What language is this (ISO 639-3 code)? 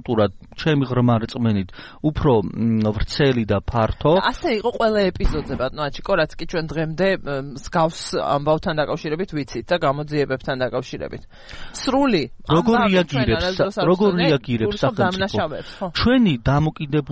kat